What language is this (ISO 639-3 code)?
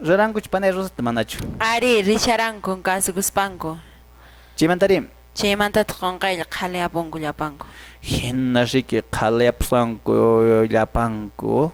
que